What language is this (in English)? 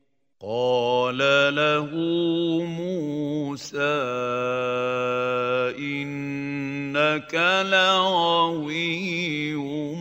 Bosnian